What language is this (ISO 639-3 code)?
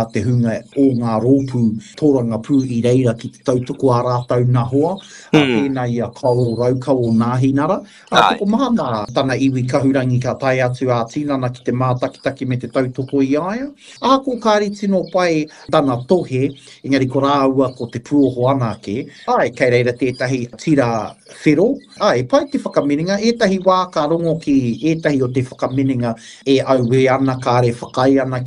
mri